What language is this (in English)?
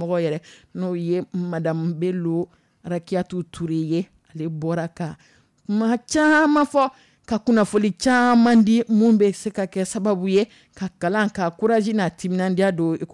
Dyula